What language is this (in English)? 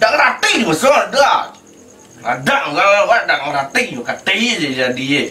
Minangkabau